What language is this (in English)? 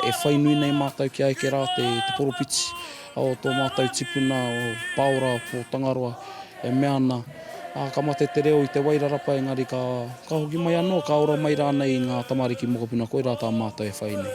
Māori